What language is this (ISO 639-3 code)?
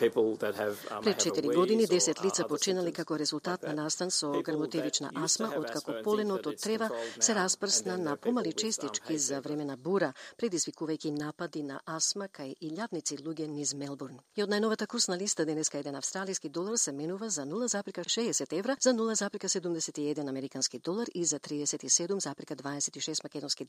mkd